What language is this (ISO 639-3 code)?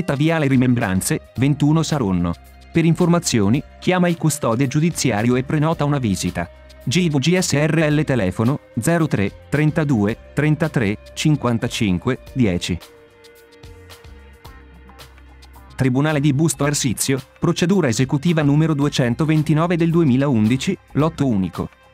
ita